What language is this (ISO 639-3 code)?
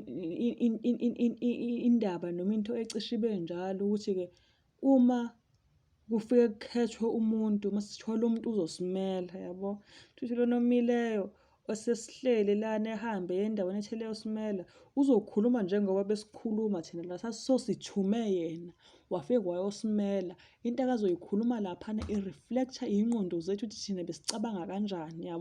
zul